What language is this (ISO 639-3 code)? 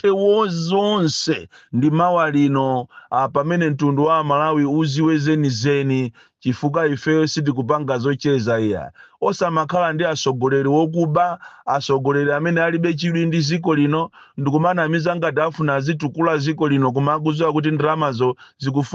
nya